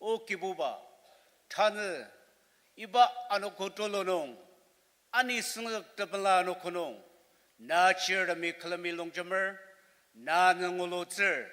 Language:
Ao Naga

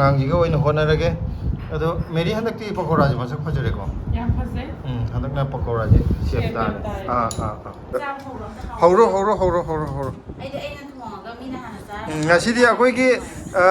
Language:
Manipuri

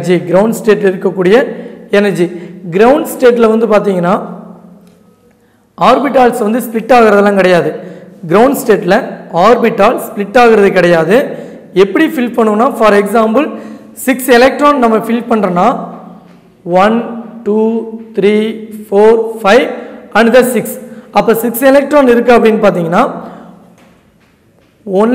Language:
Tamil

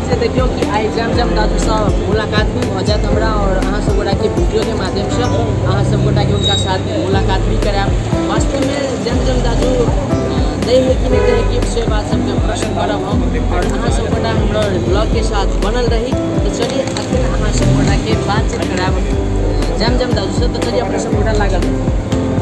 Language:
Maithili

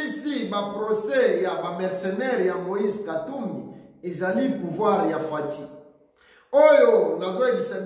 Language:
Lingala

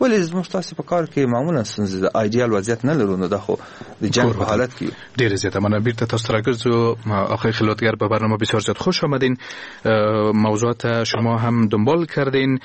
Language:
Persian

